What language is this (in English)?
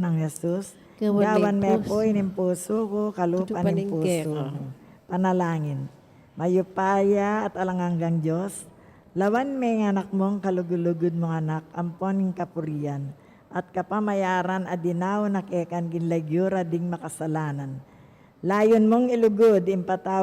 Pampanga